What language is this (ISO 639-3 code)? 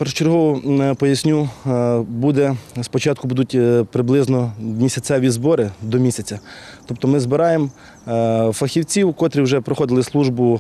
ukr